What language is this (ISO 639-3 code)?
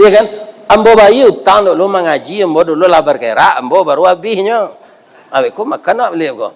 min